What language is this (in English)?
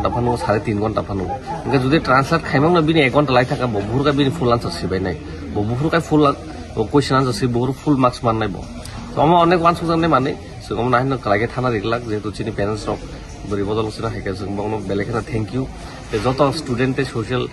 Kok Borok